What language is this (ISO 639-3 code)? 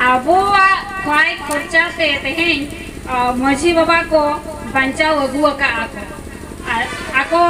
sat